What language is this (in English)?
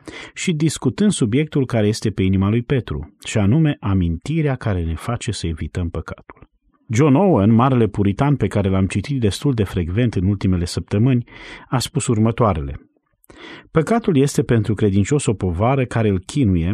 Romanian